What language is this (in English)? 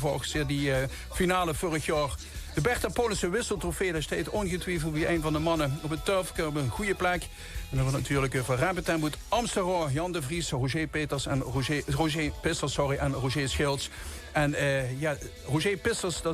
Limburgish